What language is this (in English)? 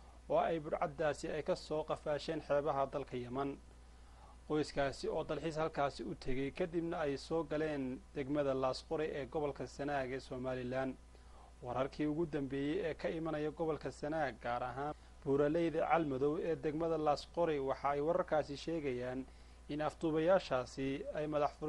Somali